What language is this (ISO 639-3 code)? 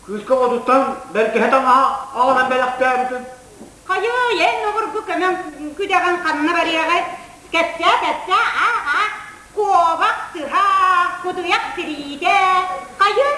sah